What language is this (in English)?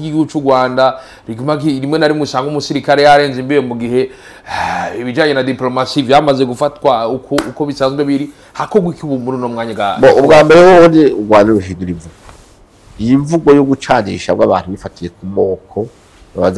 Rundi